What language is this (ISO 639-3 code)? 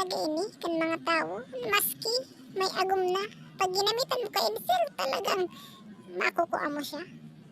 bik